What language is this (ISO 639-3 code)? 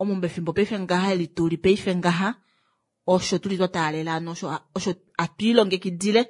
kua